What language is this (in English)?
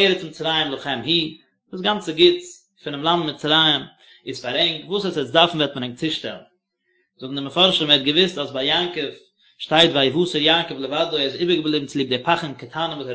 Yiddish